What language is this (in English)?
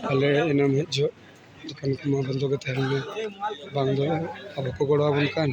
Santali